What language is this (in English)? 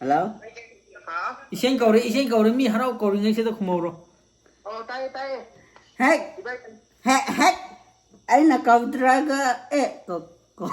Manipuri